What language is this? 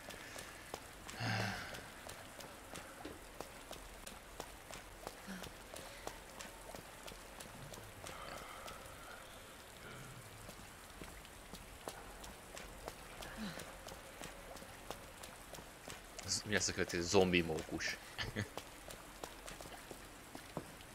Hungarian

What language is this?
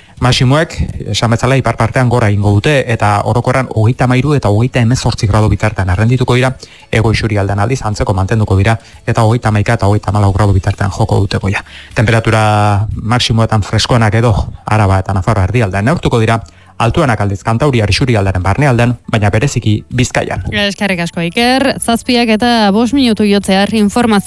Basque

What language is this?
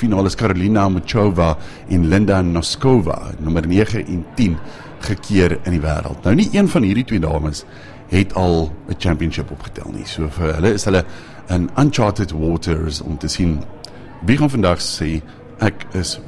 Afrikaans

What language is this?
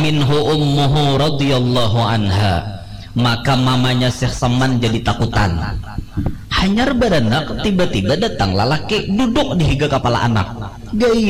Banjar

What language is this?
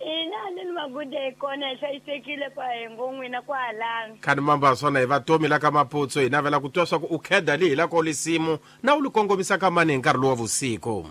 Tsonga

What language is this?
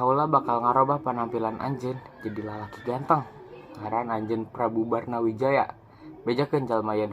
Sundanese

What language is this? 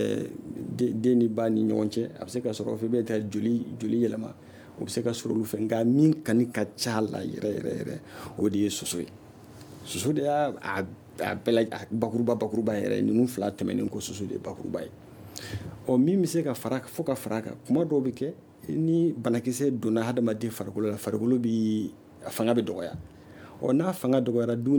Bambara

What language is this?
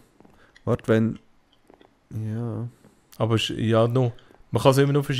Swiss German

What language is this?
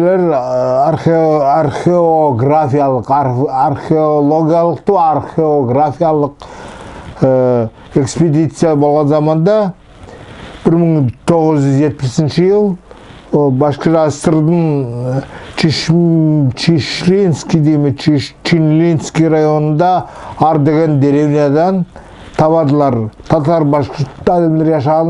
Nogai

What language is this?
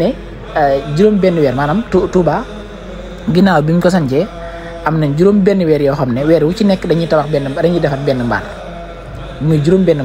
Wolof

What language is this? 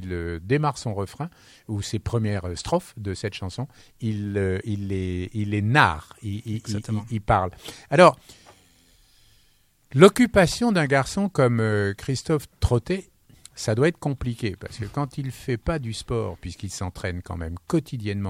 French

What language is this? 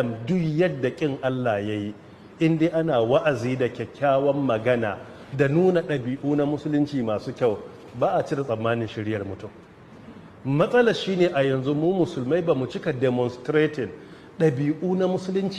Hausa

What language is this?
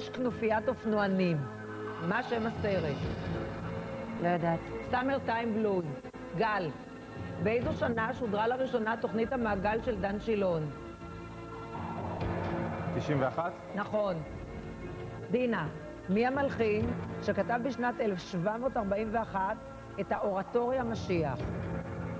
Hebrew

